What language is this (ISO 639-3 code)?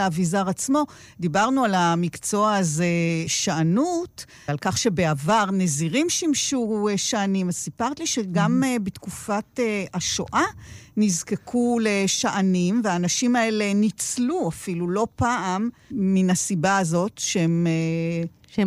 heb